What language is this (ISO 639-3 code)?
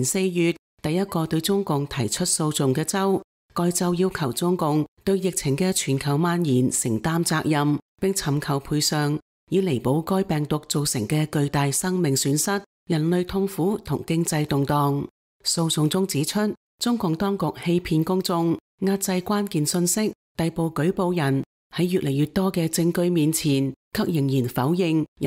yue